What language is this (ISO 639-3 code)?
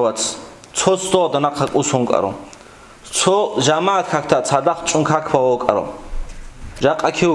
ava